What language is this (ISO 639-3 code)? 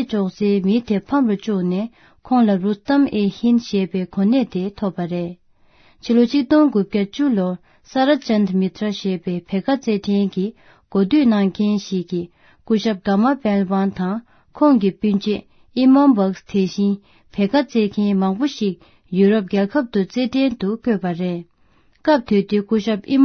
bod